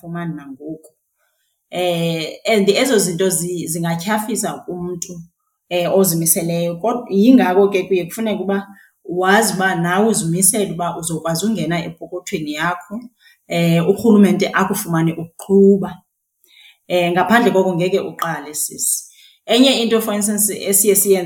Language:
Xhosa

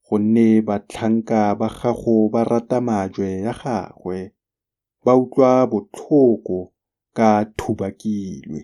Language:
Tswana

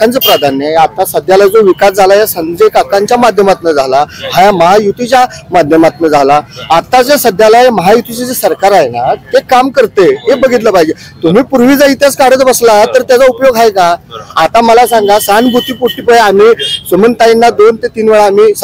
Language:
Marathi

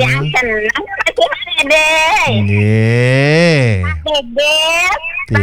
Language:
Balinese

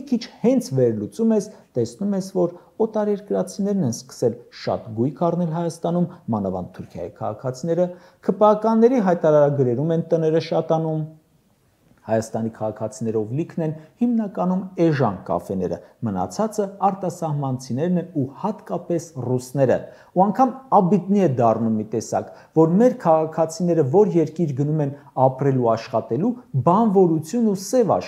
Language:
Armenian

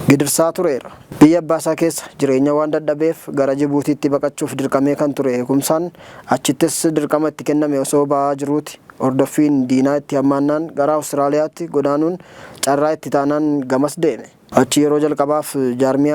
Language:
Oromo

